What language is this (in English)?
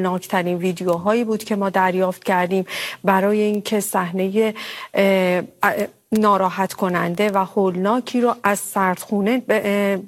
Persian